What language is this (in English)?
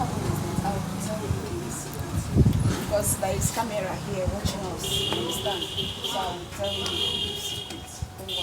Nigerian Pidgin